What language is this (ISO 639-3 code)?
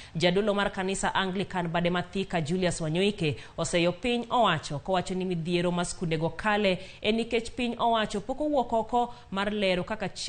luo